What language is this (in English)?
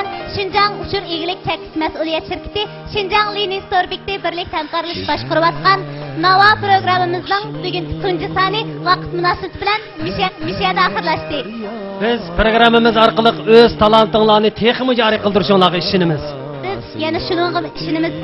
Uyghur